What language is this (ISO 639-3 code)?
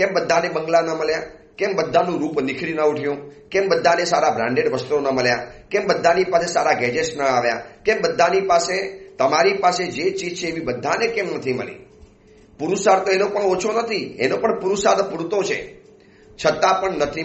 guj